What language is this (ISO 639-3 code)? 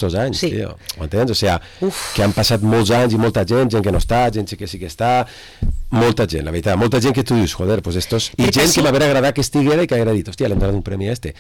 cat